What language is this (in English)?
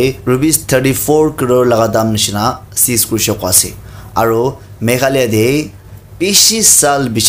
Naga Pidgin